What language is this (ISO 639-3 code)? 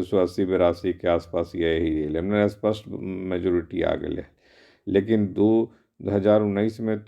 mag